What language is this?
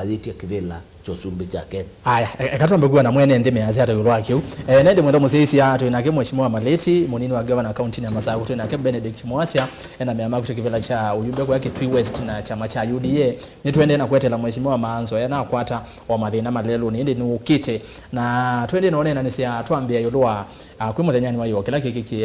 Kamba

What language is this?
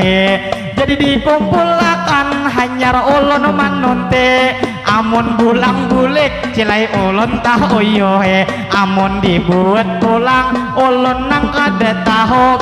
Banjar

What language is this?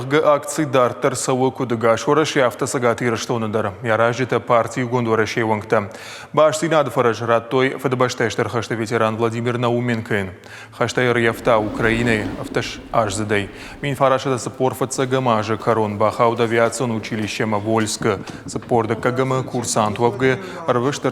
Ossetic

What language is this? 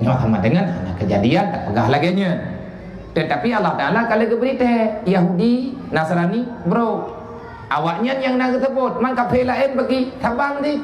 Achinese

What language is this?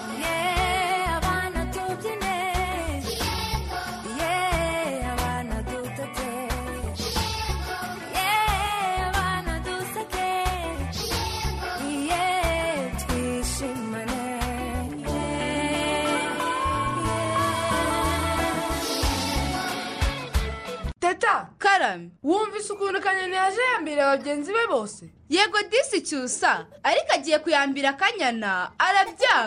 Kinyarwanda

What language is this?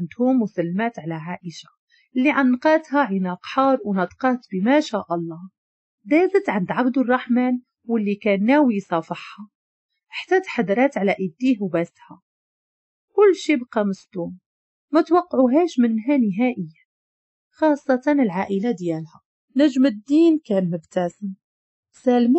Moroccan Arabic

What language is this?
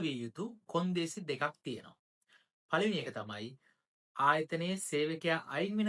Sinhala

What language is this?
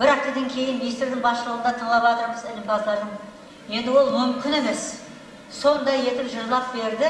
Kara-Kalpak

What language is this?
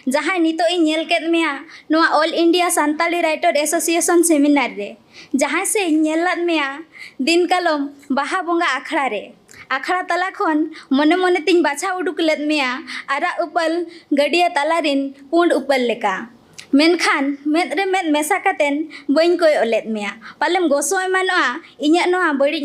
Santali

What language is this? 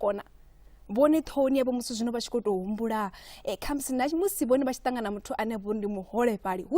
Venda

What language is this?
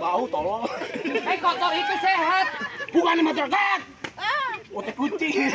Betawi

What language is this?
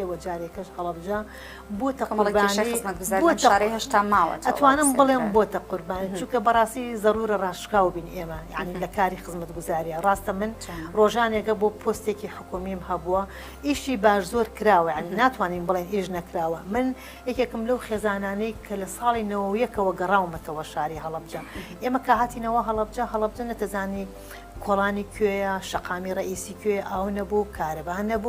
Central Kurdish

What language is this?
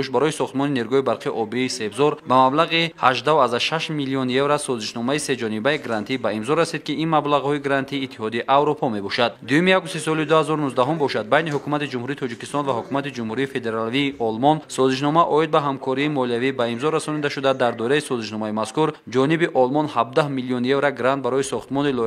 Tajik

